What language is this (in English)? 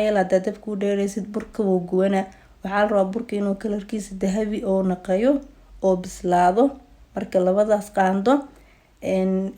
Somali